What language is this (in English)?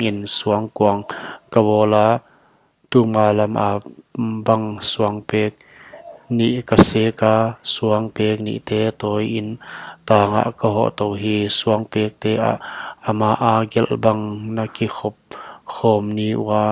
Paite Chin